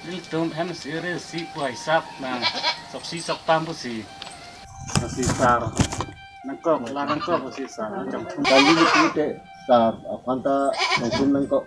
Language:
Karbi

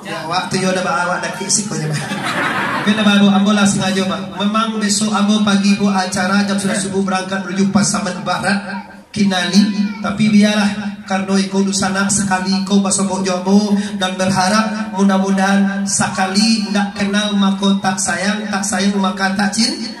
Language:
Minangkabau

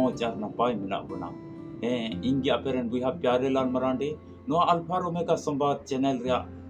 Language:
Santali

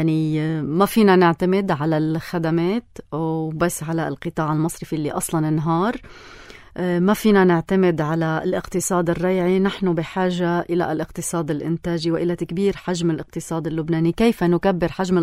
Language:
North Levantine Arabic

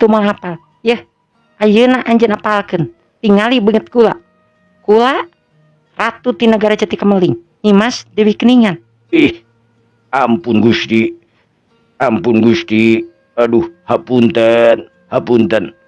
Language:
Sundanese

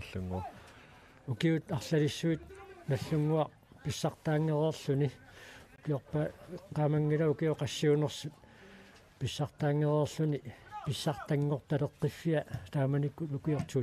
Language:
Kalaallisut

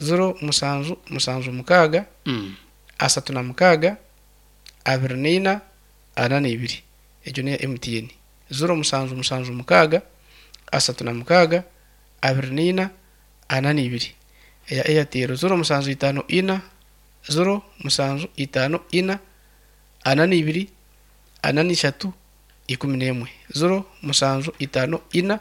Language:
Nyankole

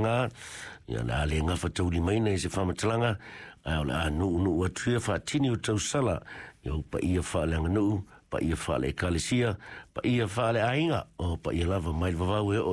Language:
Samoan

